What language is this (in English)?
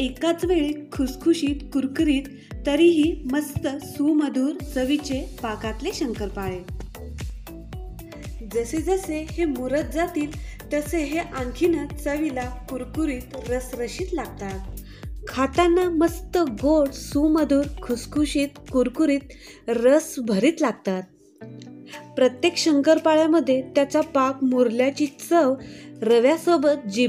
Marathi